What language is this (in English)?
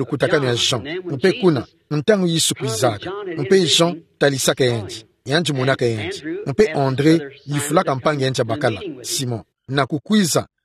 Kituba (Democratic Republic of Congo)